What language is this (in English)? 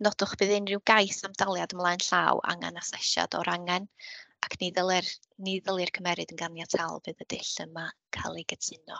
Welsh